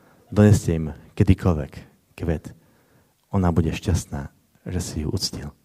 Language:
Slovak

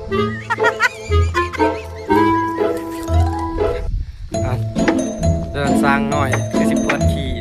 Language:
Lao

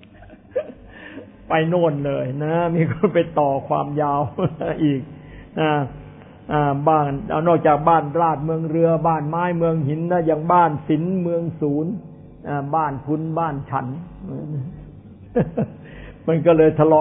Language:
Thai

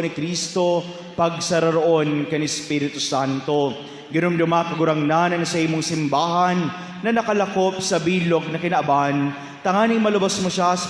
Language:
Bikol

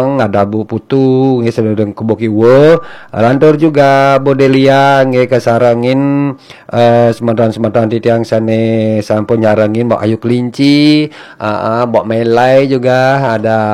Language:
Balinese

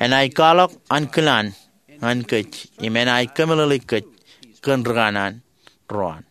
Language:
Marshallese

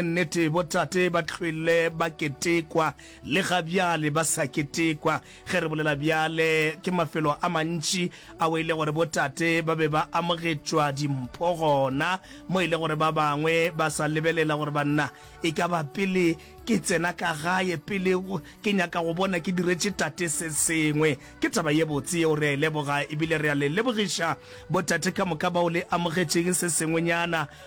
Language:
Northern Sotho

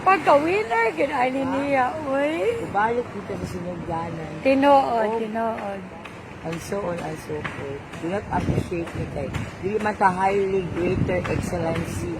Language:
Cebuano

